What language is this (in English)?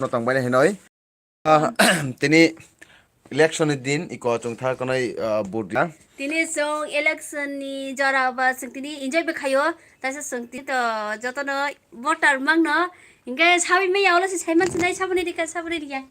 Kok Borok